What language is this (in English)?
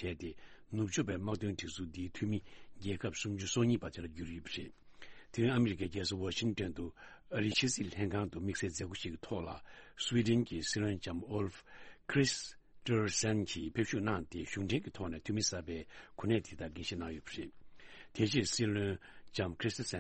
Tibetan